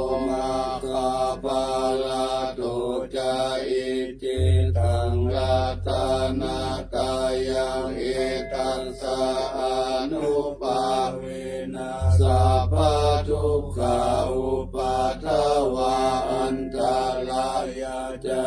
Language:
Pali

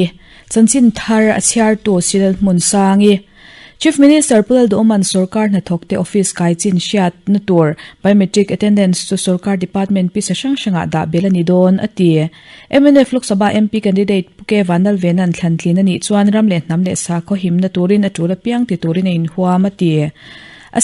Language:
Mizo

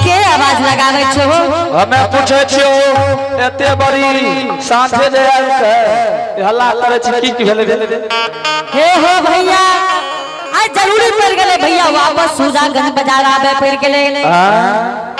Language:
Angika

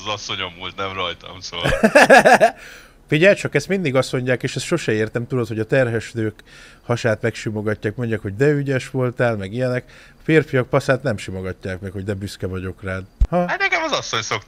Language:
Hungarian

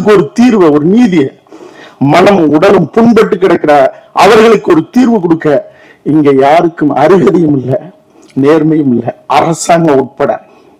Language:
Tamil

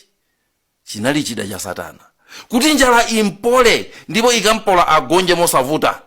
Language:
Nyanja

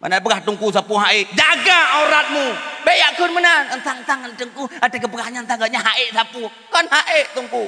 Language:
Achinese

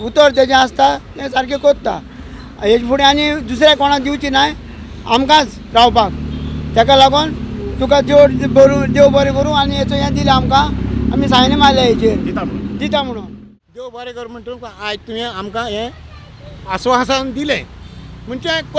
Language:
Konkani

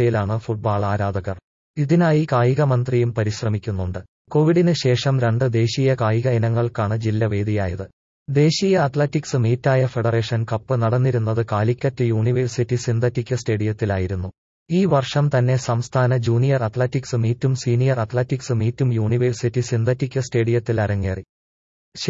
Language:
Malayalam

